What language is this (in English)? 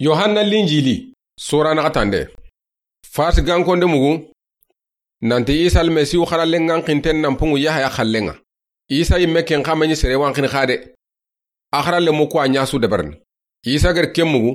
Soninke